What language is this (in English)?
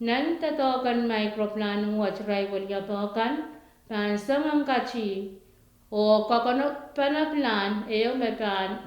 Pohnpeian